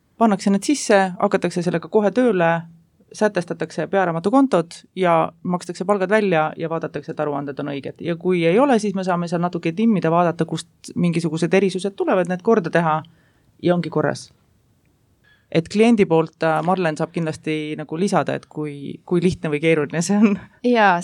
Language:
Estonian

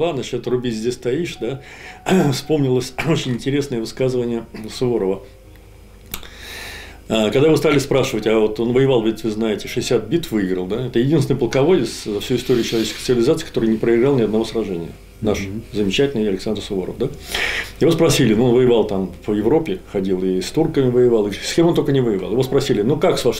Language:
Russian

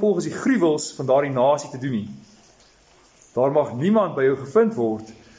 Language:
Afrikaans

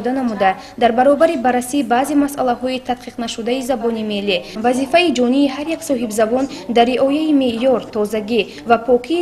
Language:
Tajik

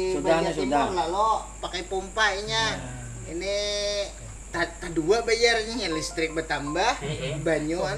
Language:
Banjar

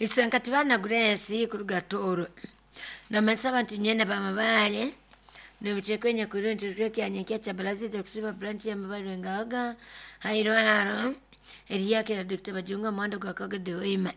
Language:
Nyoro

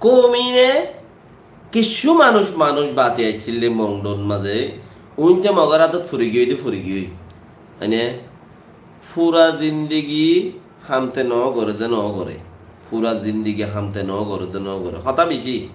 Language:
Rohingya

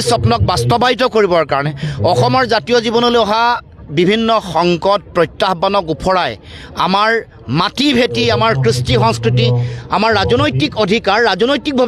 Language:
Assamese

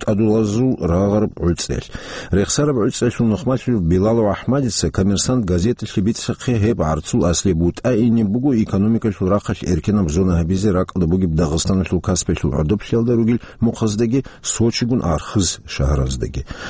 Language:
Avaric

